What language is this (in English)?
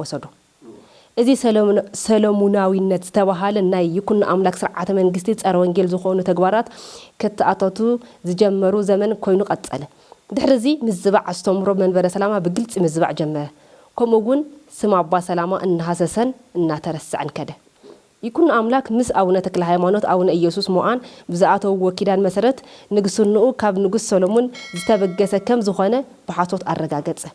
Tigrinya